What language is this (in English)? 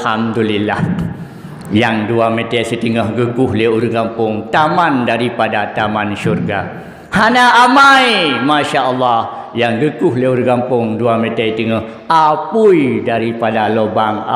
Achinese